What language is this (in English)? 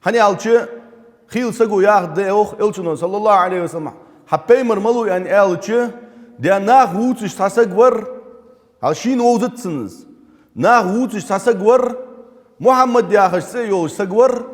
Ingush